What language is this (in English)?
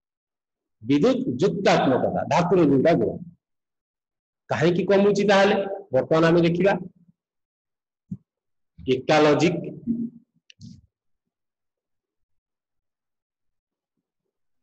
Odia